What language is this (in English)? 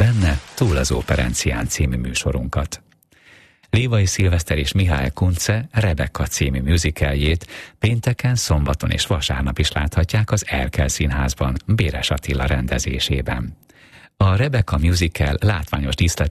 Hungarian